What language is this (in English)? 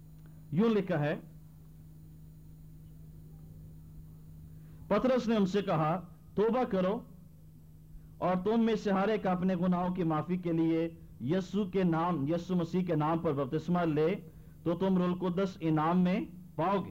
Urdu